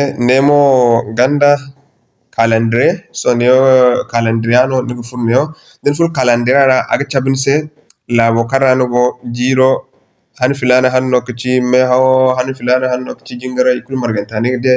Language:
Zarma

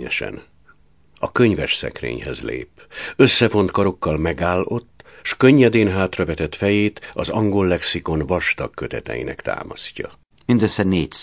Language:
Hungarian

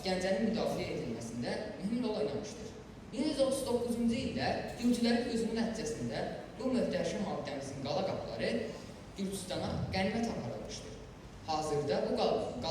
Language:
Azerbaijani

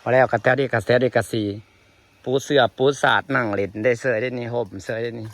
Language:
Northeastern Thai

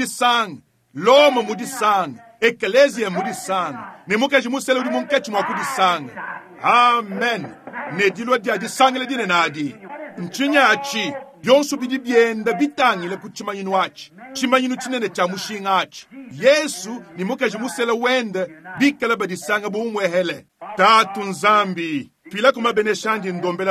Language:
Luba-Lulua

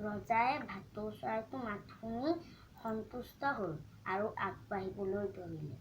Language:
Assamese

